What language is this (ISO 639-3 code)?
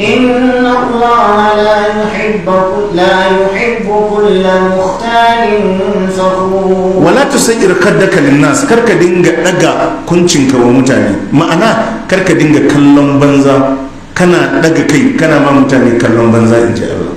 hau